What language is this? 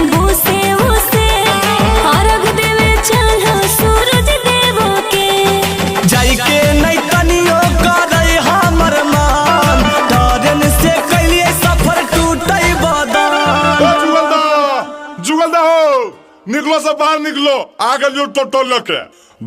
Magahi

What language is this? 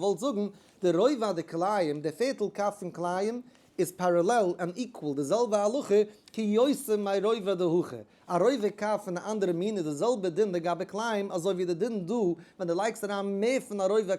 Yiddish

